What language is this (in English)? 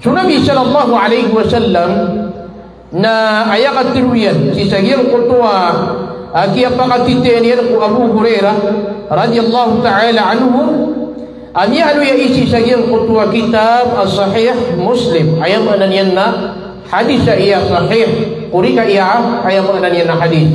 Maranao